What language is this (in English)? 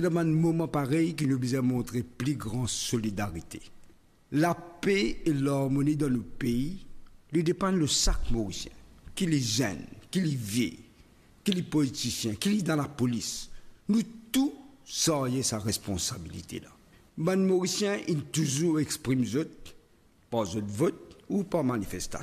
Morisyen